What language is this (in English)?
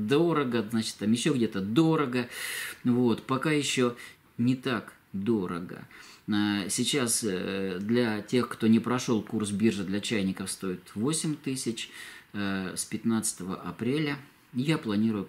Russian